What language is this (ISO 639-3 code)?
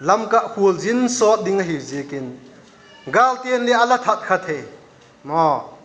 vap